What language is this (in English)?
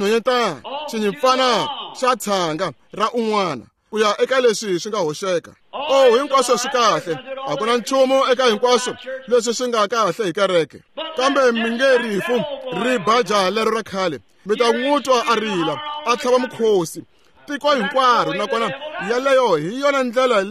Tsonga